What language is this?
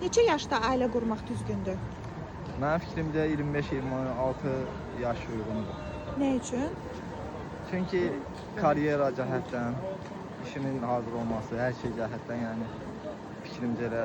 Azerbaijani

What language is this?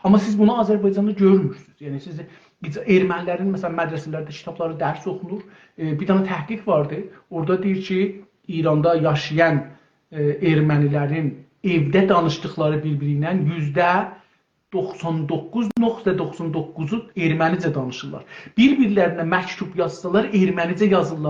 South Azerbaijani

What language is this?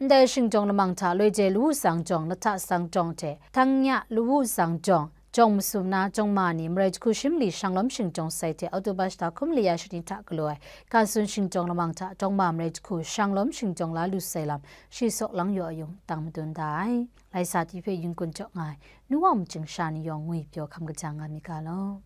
Kachin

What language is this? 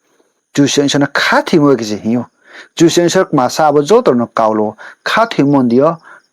Riang (India)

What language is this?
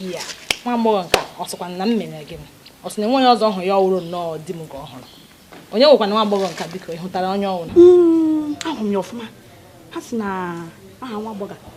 Igbo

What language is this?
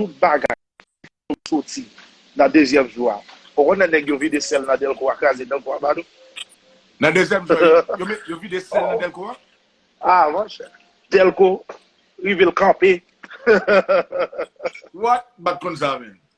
Haitian Creole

